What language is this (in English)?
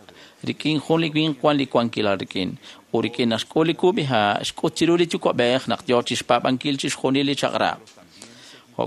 Kekchí